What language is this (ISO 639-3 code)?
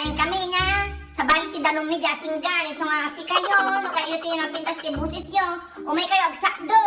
ilo